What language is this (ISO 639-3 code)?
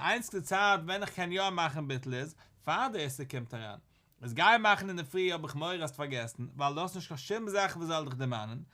yid